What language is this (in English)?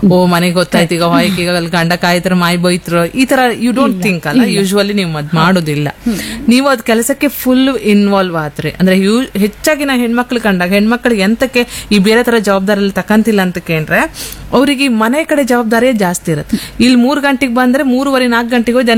Kannada